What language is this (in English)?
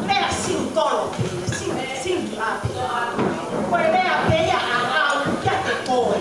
Tongan